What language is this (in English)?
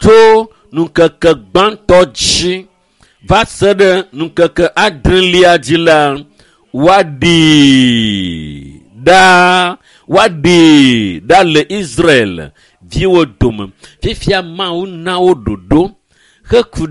Ewe